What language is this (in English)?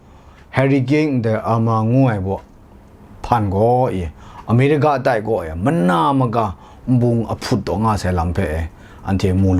Kachin